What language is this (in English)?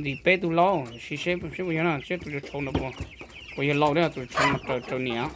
Hmong